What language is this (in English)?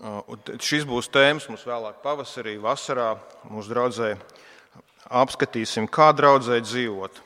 Latvian